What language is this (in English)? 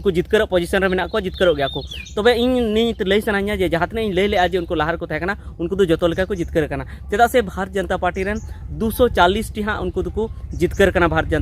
Santali